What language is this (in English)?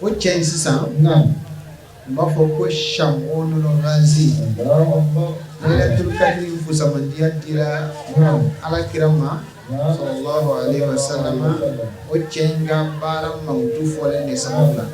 Bambara